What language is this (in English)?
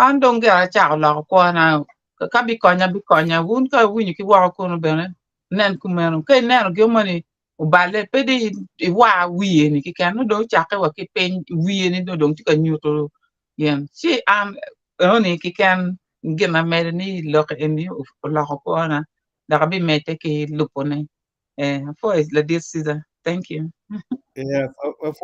Acoli